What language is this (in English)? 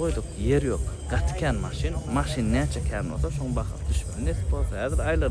Turkmen